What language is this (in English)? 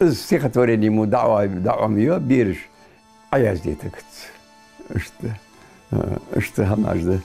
Ingush